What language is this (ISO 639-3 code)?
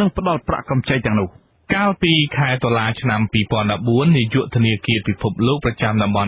khm